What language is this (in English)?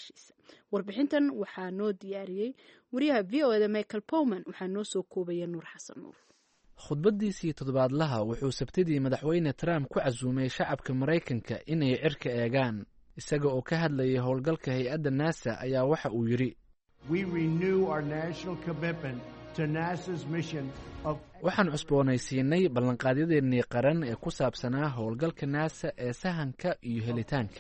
Somali